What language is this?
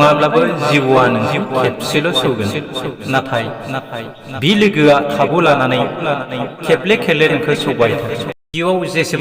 Bodo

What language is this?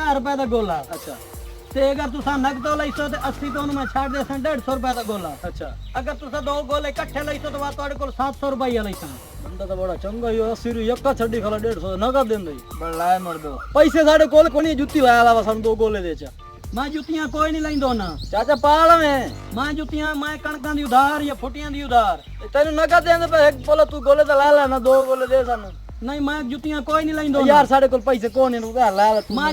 Saraiki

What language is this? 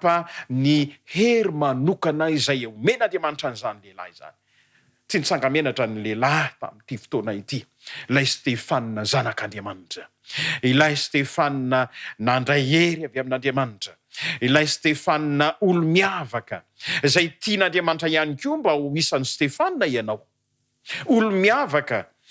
Malagasy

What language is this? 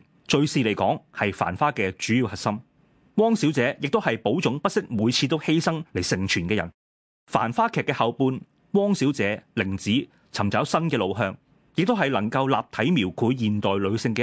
Cantonese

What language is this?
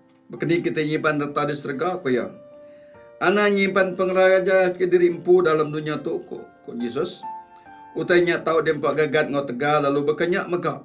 Iban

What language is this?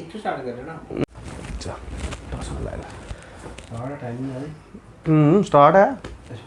Dogri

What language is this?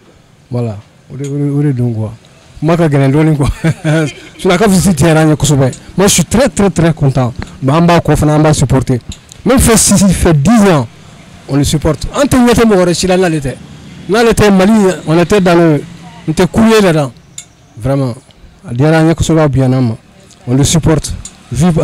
Bambara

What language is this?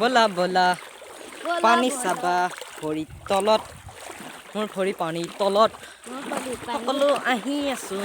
Assamese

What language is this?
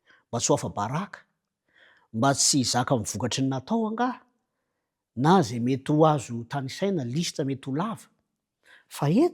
Malagasy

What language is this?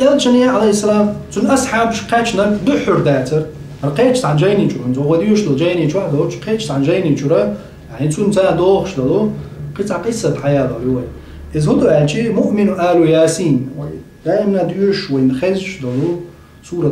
Chechen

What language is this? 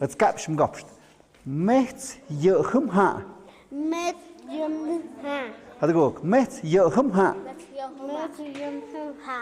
Tlahuitoltepec Mixe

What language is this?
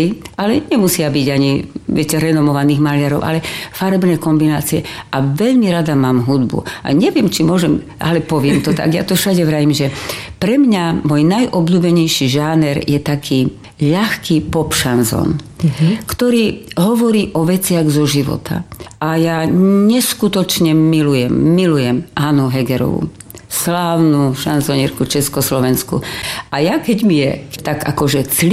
Slovak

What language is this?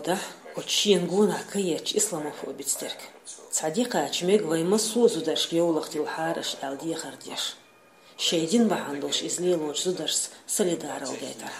Chechen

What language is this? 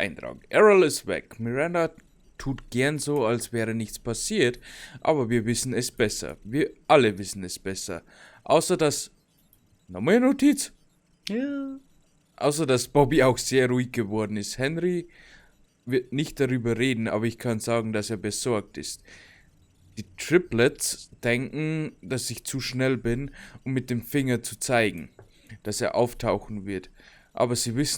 Bavarian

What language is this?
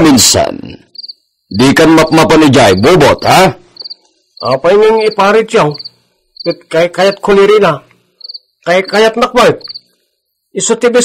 Iloko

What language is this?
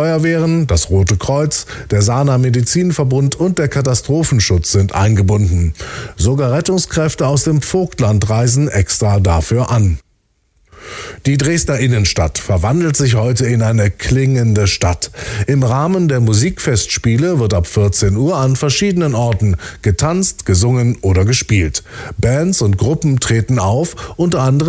German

